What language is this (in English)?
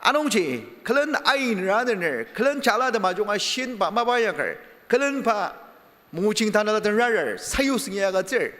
Ao Naga